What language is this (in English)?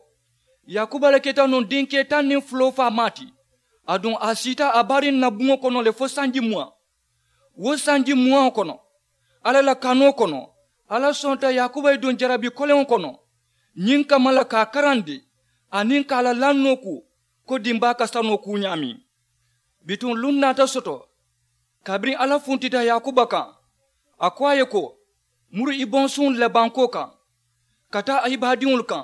Mandingo